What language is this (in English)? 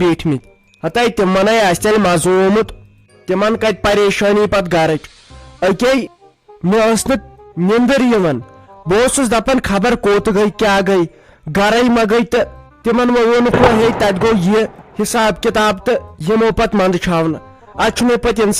Kashmiri